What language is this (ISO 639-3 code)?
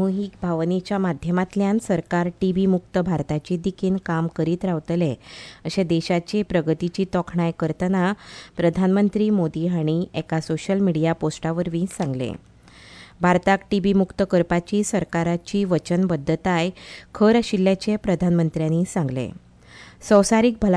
kok